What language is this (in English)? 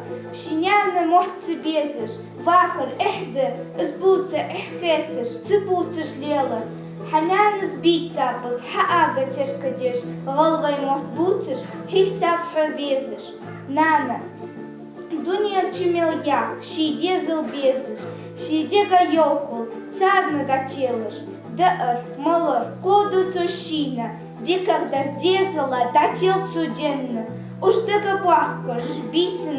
Ingush